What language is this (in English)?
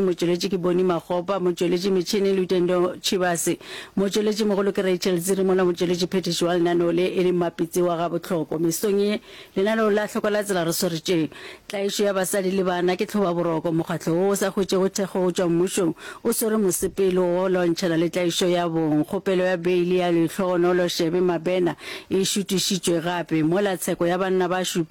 Northern Sotho